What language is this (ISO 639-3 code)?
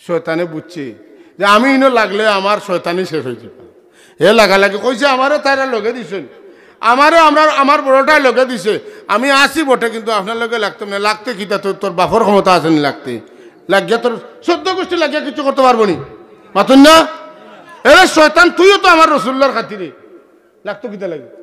syl